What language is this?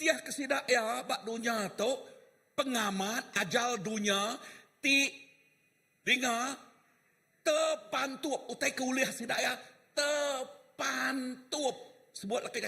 Iban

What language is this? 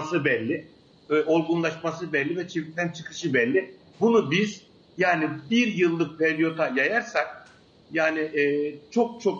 Turkish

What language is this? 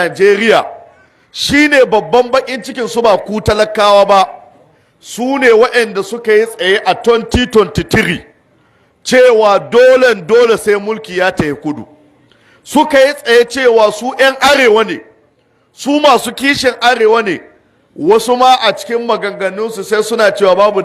Hausa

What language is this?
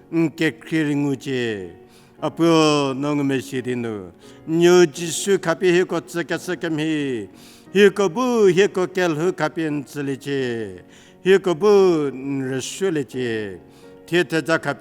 Angami Naga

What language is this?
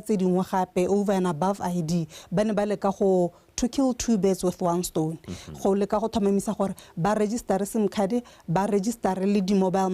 Tswana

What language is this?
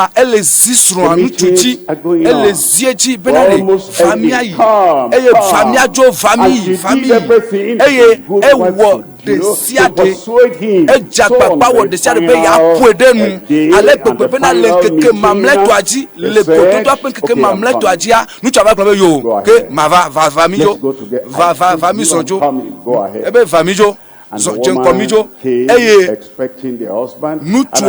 Ewe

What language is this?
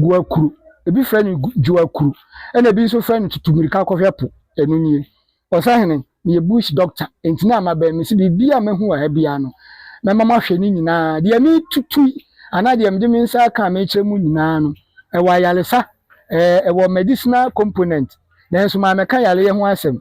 Akan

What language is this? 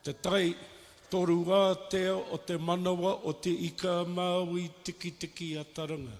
Māori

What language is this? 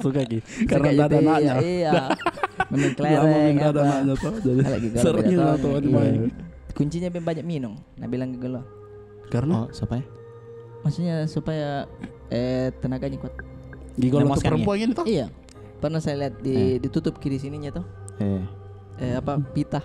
Makassar Malay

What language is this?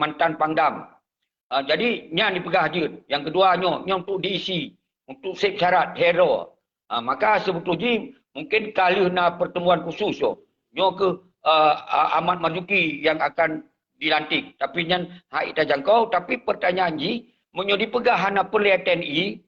Achinese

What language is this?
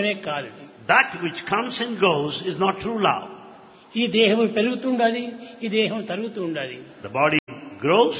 Telugu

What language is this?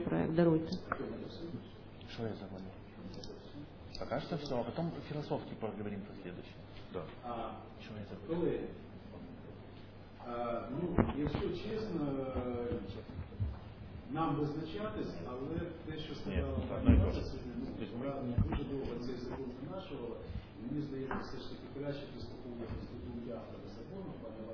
Ukrainian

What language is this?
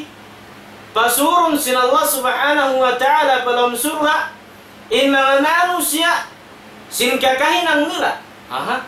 Tausug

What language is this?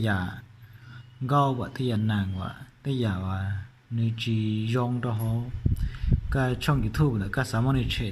Hmong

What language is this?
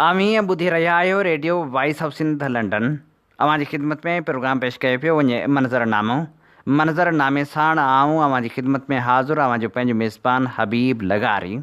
Sindhi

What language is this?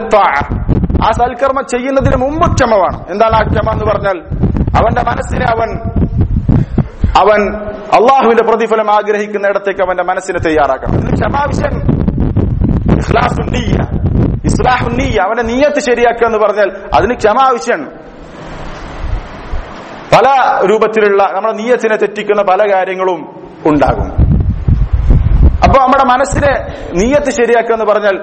Malayalam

